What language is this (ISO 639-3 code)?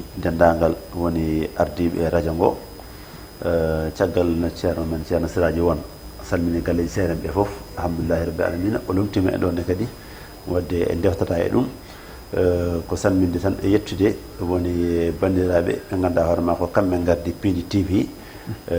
ful